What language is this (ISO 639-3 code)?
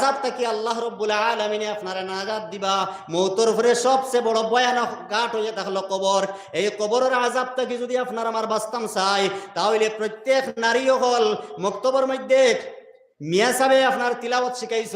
syl